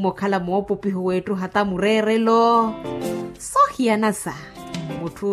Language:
Makhuwa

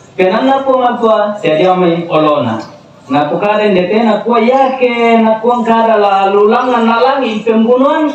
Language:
Toraja-Sa'dan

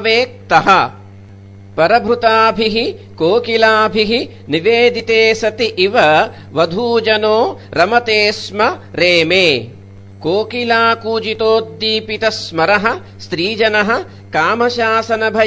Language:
Sanskrit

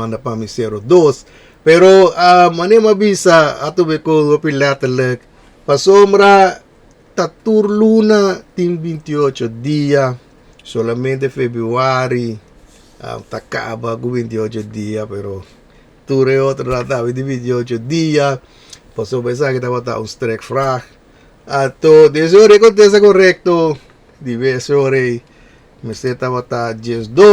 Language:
Papiamento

